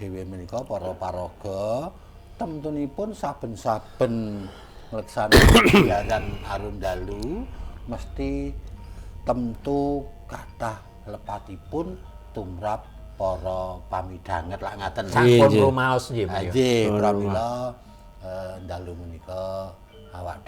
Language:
Javanese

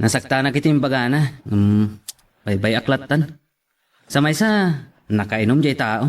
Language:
Iloko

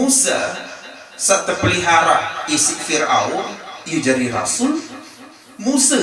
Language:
Sasak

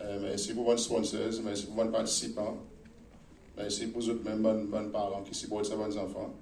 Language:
Seselwa Creole French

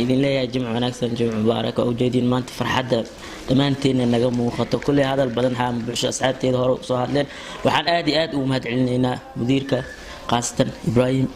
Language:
Somali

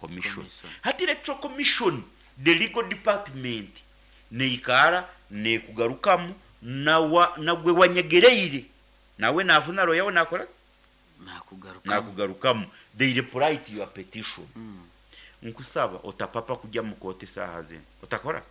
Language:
Nyoro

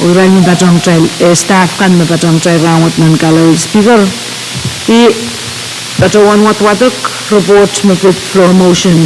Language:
Pohnpeian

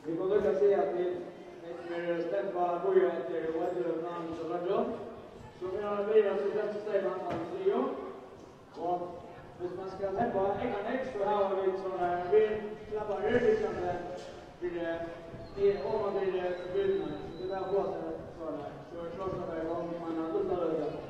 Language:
Faroese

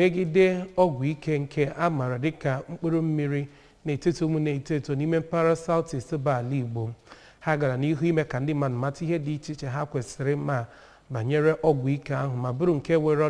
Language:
Igbo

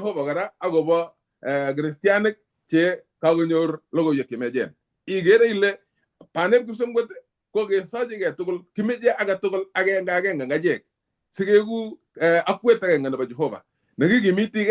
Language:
Kalenjin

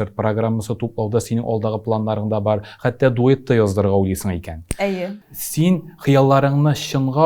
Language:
Tatar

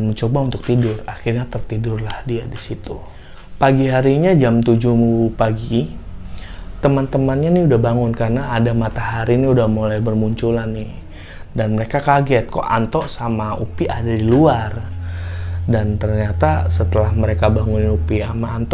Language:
Indonesian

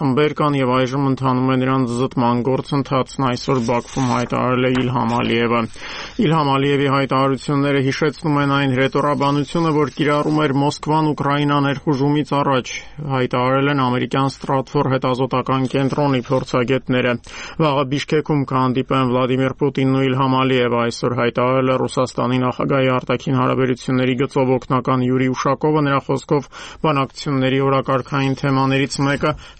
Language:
Armenian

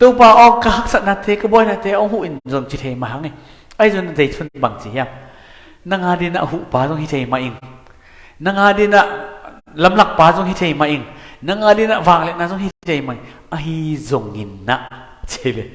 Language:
Tedim Chin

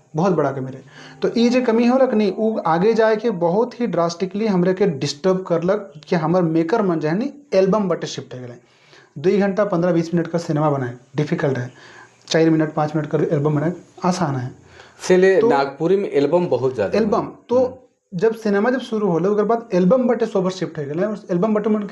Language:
Sadri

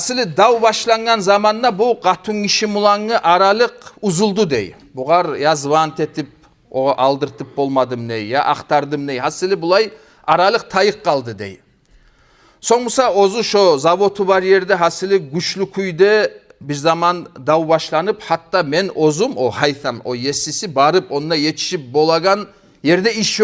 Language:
Kumyk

